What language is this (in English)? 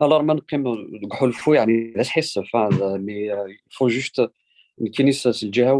Kabyle